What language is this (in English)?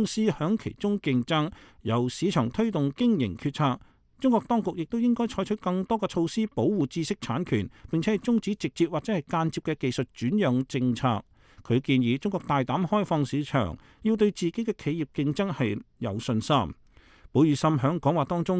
Cantonese